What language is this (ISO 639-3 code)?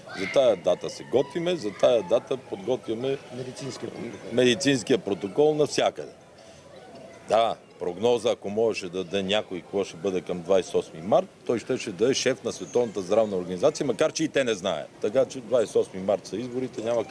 bul